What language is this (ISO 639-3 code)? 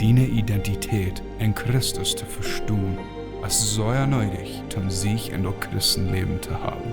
pdt